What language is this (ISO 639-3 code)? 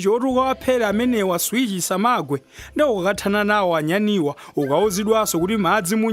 nya